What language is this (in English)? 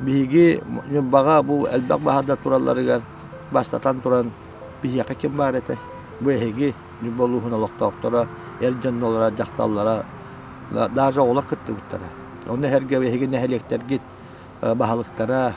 Yakut